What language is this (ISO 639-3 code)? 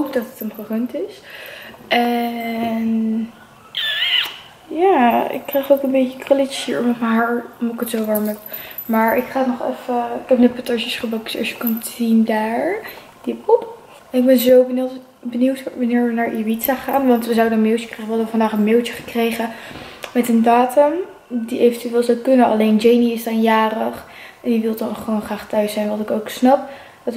nld